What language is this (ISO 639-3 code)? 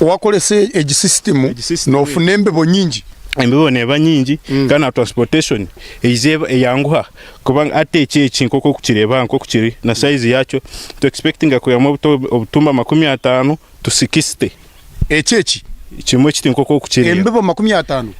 nyn